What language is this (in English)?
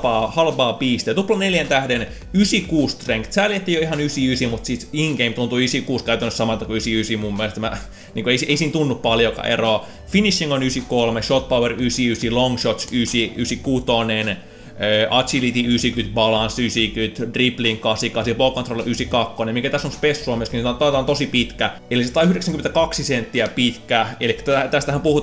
Finnish